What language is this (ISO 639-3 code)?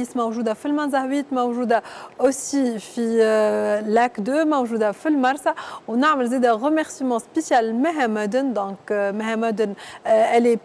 aeb